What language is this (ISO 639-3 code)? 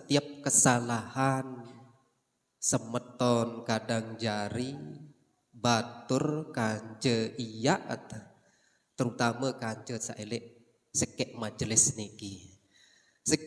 sas